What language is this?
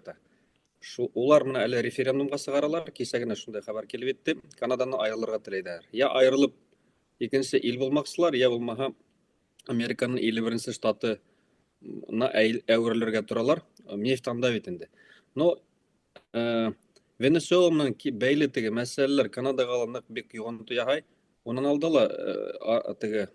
Bashkir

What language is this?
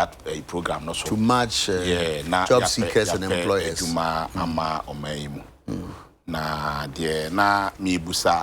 Akan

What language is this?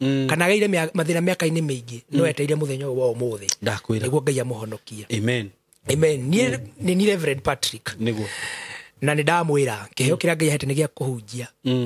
Kikuyu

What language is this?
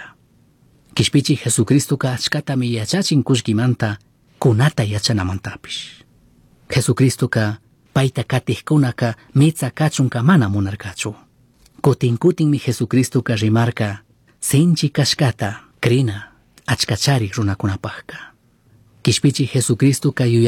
Chimborazo Highland Quichua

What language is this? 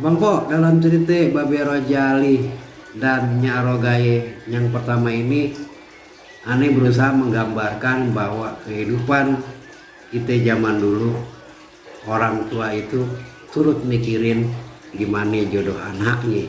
Betawi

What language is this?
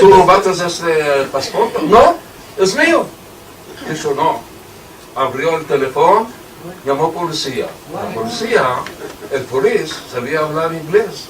Ladino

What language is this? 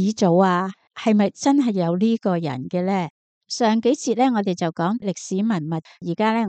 Cantonese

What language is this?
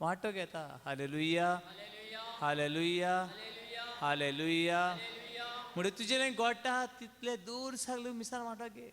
Konkani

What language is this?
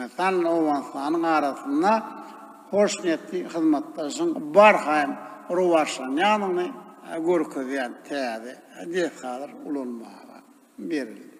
Turkmen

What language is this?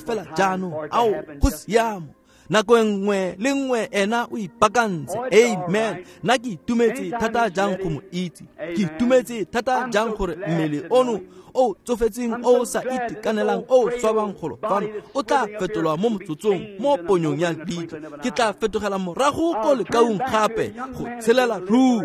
Tswana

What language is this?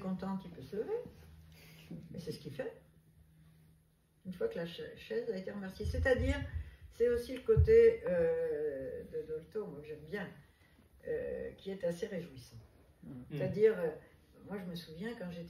French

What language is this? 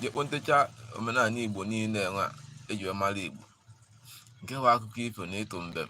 Igbo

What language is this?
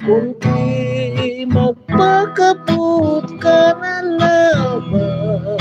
Hiligaynon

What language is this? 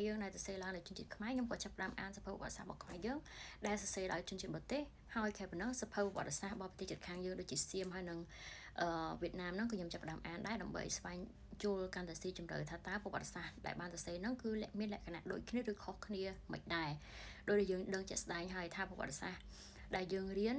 Khmer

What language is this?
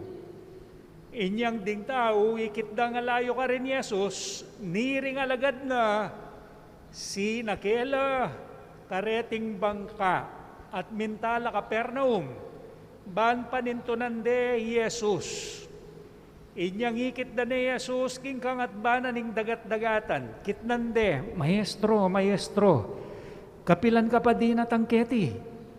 Pampanga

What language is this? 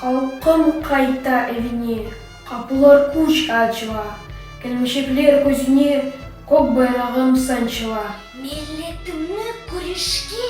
Crimean Tatar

